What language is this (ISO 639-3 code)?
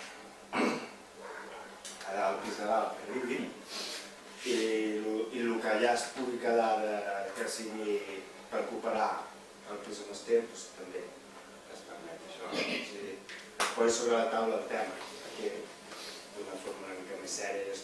cat